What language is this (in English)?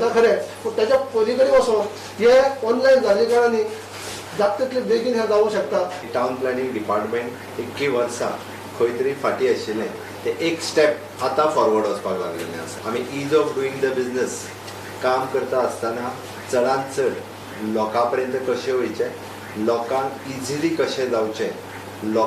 Konkani